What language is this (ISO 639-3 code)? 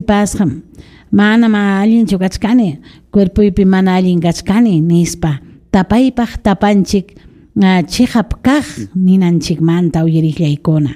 quy